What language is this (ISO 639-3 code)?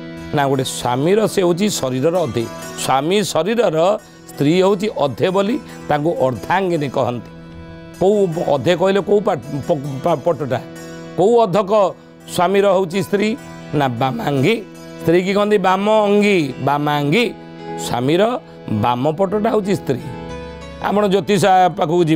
ori